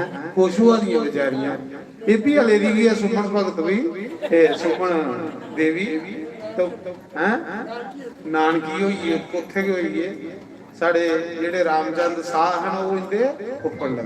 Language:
Dogri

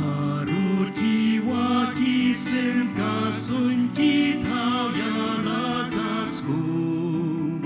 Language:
Khasi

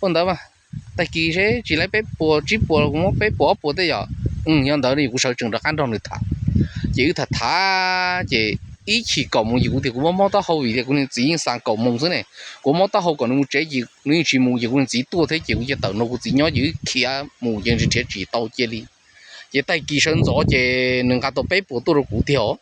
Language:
Hmong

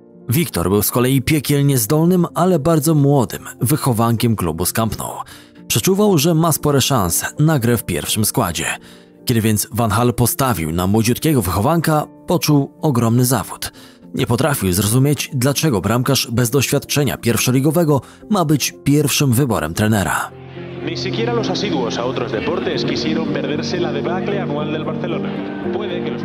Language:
Polish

